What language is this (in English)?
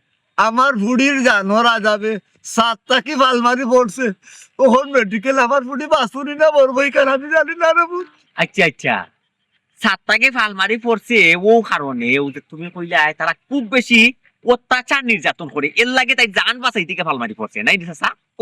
Sylheti